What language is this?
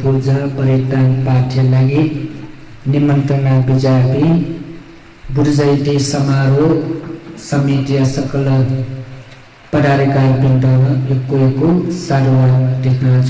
Newari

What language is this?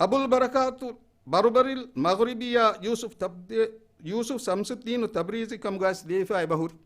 Divehi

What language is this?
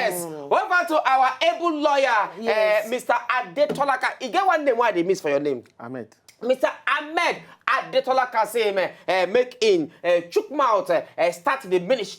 Nigerian Pidgin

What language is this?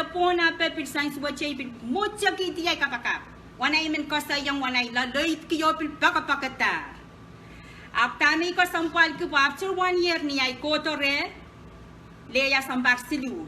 Pohnpeian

